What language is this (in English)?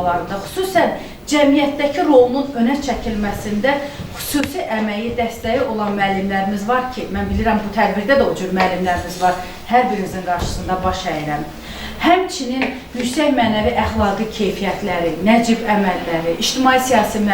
Azerbaijani